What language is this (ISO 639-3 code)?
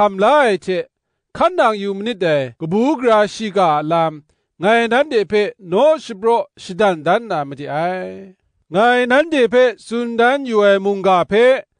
kac